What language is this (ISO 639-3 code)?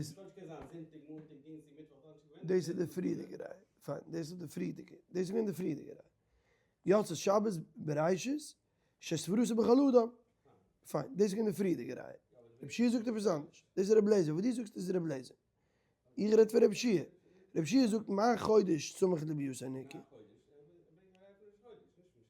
yid